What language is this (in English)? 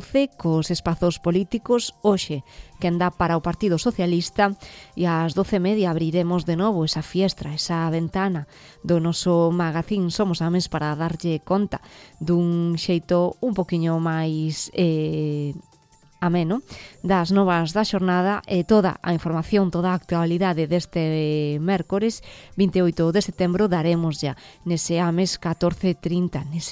Galician